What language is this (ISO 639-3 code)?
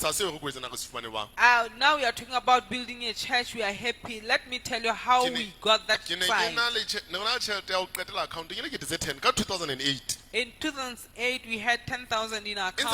sot